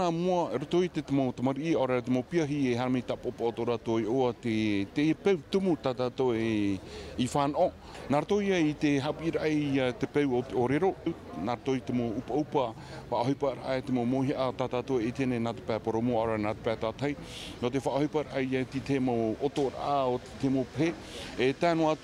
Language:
Tahitian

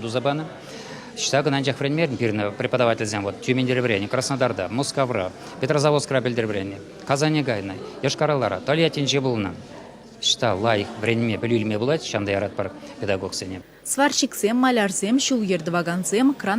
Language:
Chuvash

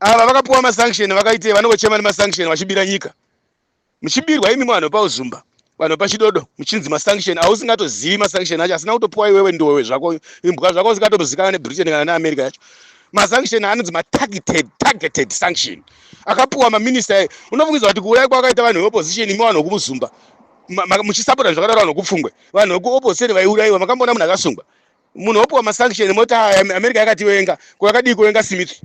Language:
Shona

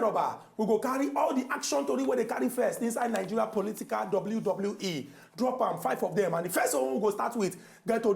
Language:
Nigerian Pidgin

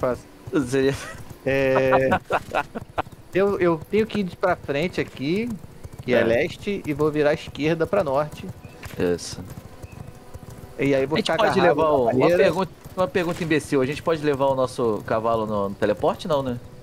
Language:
Portuguese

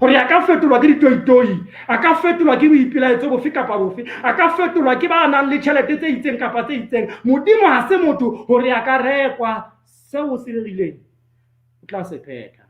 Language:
Southern Sotho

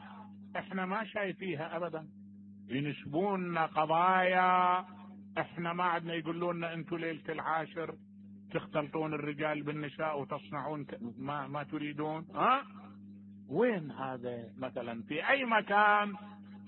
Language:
Mesopotamian Arabic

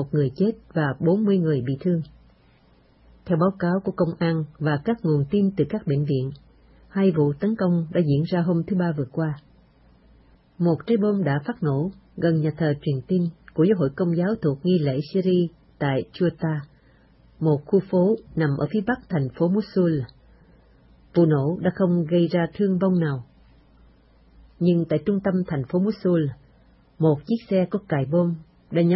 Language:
Vietnamese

